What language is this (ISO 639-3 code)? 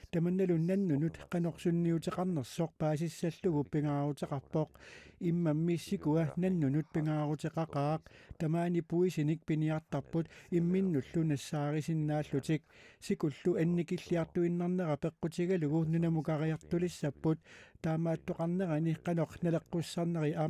kal